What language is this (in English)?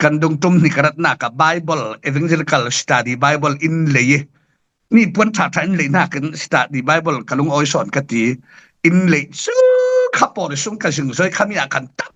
Falam Chin